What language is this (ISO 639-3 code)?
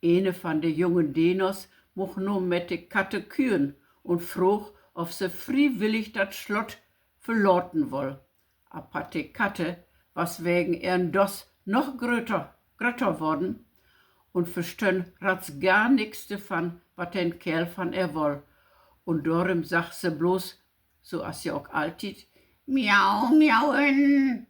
nds